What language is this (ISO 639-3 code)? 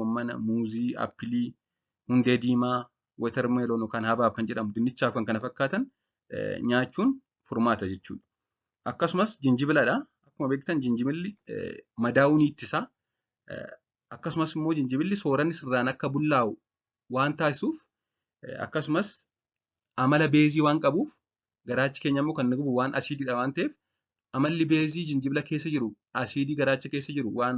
orm